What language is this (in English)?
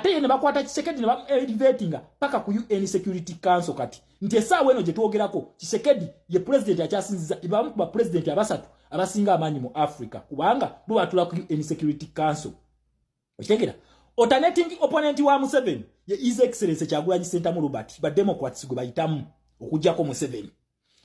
Ganda